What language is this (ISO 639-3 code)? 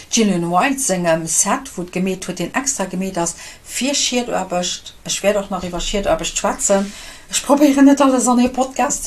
ltz